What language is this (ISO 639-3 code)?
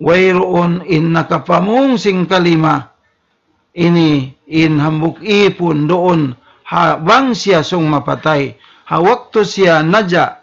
tsg